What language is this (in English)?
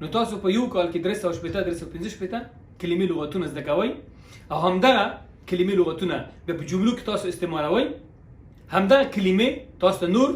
Pashto